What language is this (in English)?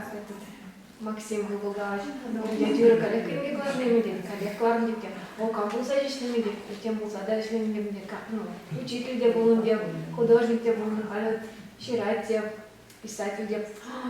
Chuvash